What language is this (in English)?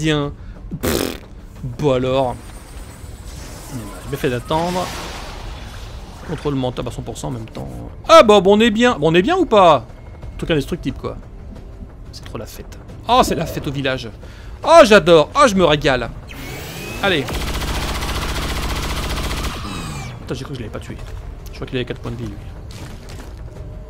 French